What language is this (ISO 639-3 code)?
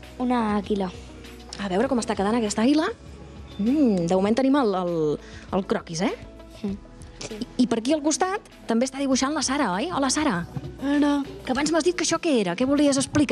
cat